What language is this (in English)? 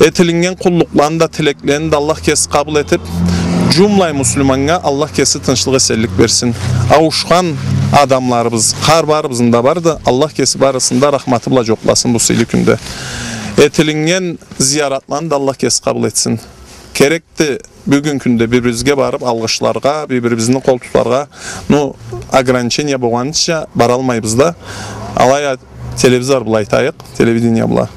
Karachay-Balkar